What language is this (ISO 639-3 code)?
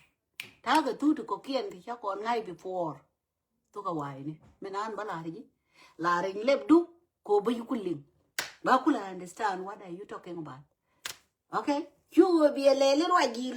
nus